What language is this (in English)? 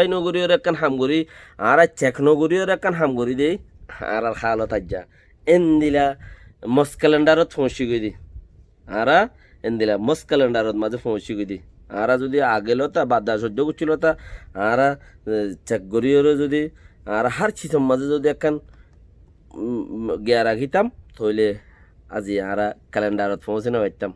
Rohingya